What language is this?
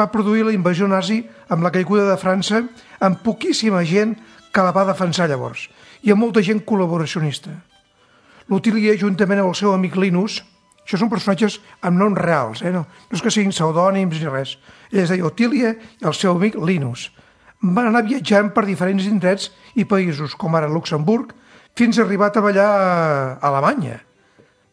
Catalan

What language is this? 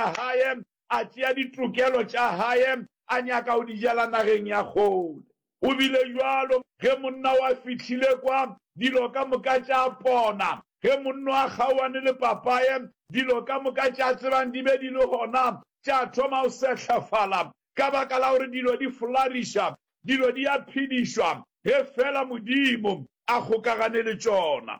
Northern Sotho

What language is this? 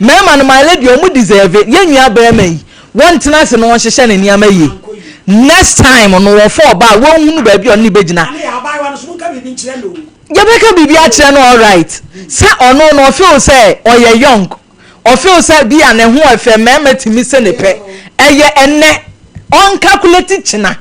Akan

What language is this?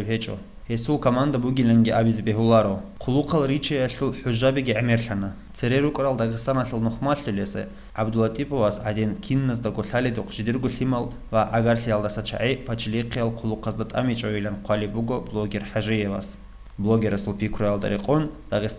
Avaric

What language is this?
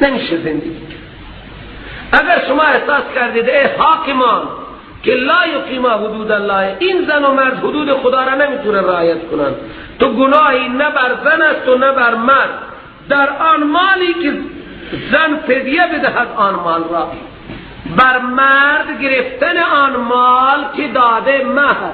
Persian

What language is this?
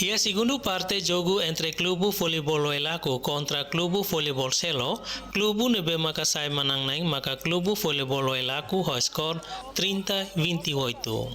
Tetum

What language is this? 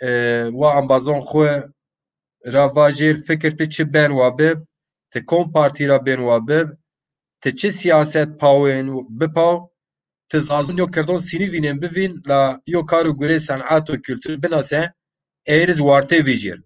Zaza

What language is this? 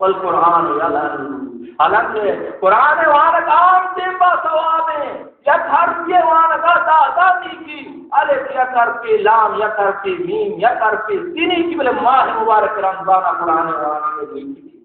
Baluchi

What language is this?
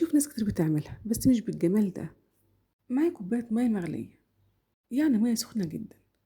Egyptian Arabic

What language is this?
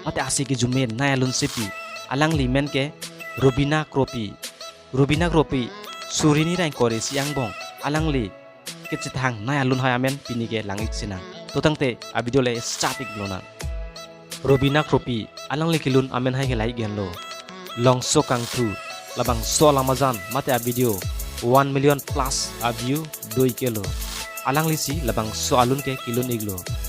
Karbi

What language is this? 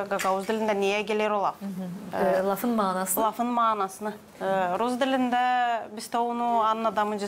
Gagauz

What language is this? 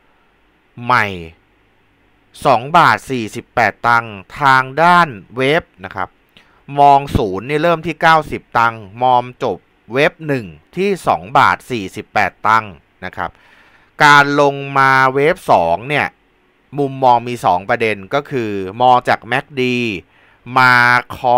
Thai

